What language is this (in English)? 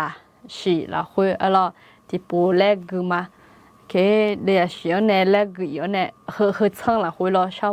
Akha